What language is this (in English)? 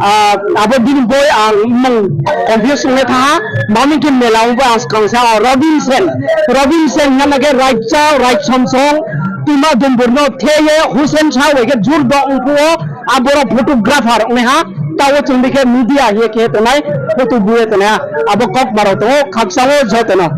Riang (India)